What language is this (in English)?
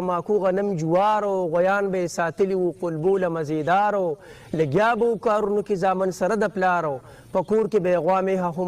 Pashto